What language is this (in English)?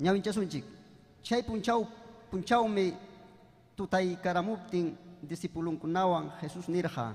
Ayacucho Quechua